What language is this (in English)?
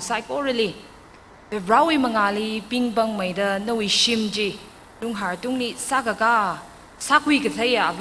Tangkhul Naga (India)